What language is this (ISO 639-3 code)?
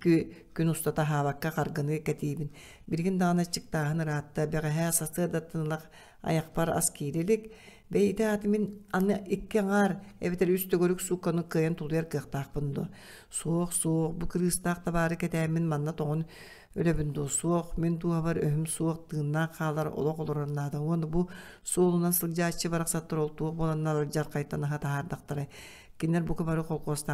sah